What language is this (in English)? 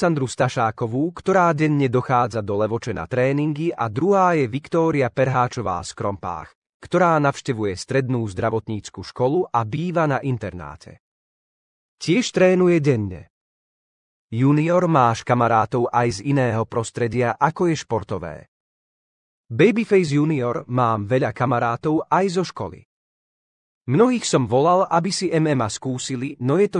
Slovak